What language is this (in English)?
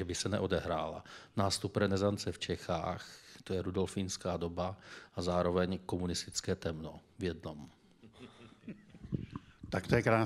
Czech